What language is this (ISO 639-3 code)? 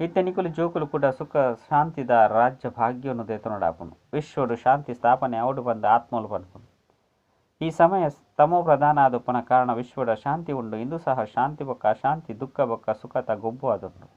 tcy